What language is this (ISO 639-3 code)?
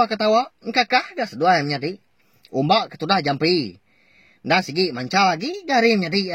iba